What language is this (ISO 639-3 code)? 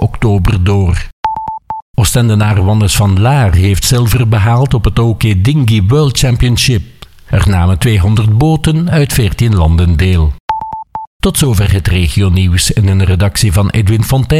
nld